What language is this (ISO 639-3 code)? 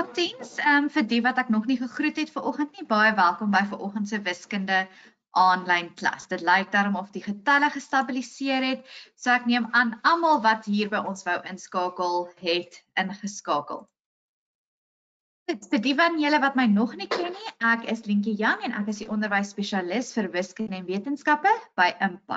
afr